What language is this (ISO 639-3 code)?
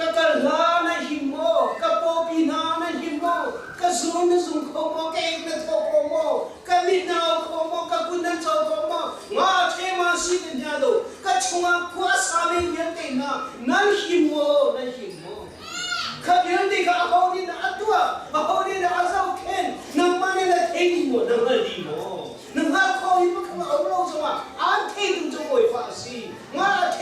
cnh